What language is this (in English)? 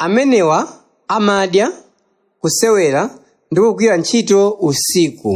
Nyanja